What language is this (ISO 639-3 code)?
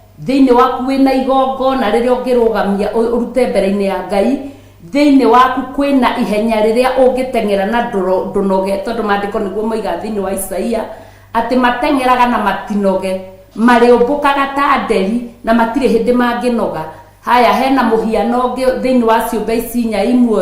kik